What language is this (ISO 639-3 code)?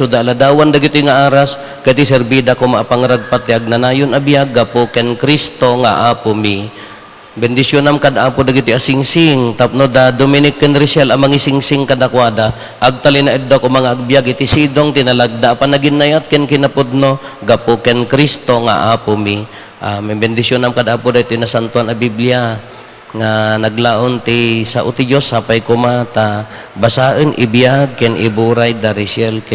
ilo